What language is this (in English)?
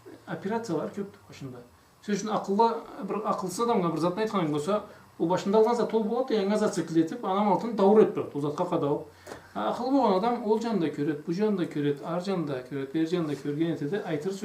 Karachay-Balkar